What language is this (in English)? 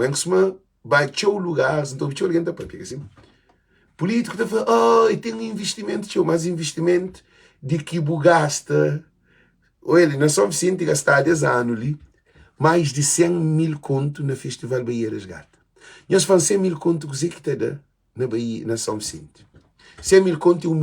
Kabuverdianu